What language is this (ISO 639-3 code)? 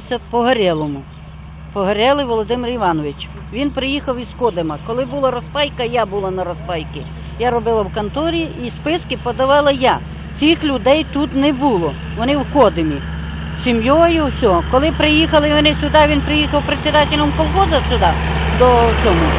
ukr